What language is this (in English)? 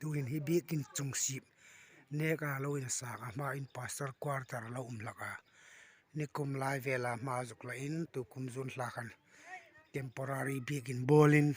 Hmar